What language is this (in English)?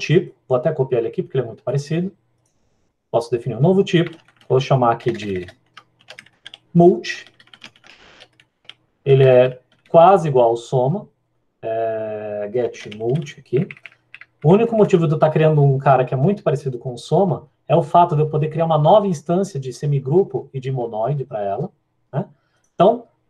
Portuguese